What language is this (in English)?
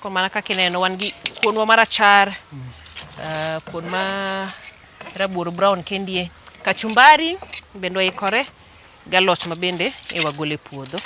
Luo (Kenya and Tanzania)